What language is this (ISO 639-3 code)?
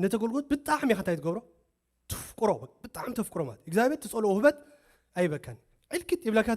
tir